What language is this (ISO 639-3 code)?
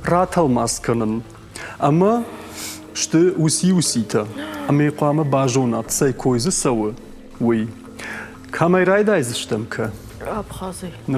oss